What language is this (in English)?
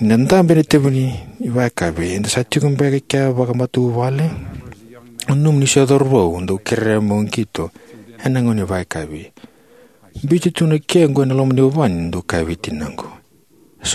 Fijian